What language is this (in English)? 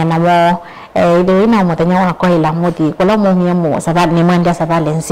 Kamba